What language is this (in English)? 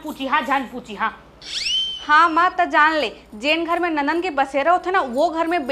Chhattisgarhi